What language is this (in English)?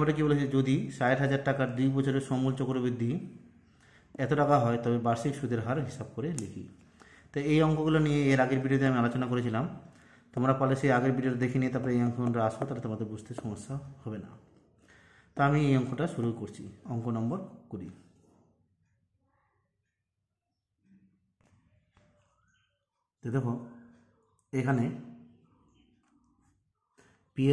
Bangla